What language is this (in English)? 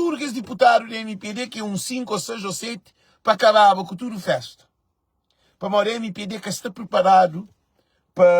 Kabuverdianu